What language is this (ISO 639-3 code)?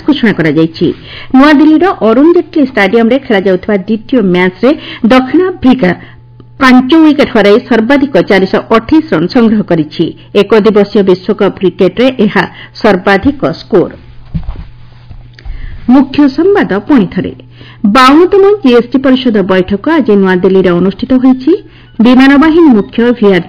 ori